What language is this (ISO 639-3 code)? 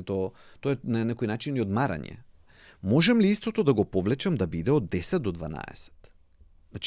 mkd